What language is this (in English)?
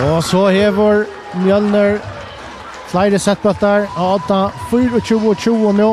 Faroese